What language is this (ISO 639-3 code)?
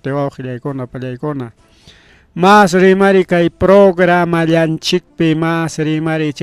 quy